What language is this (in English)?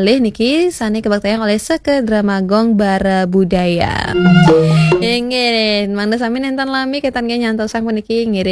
Balinese